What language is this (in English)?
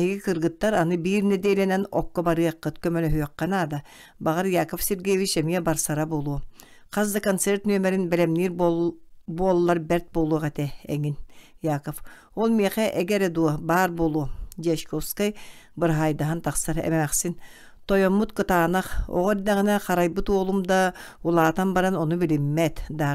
Yakut